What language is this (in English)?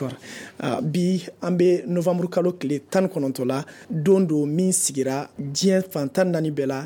Bambara